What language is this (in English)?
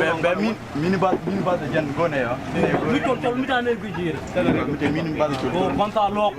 Nuer